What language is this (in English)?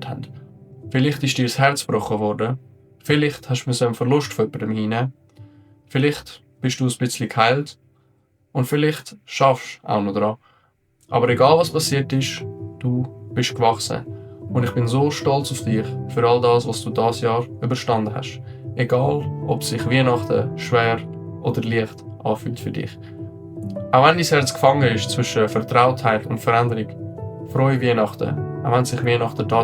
Swiss German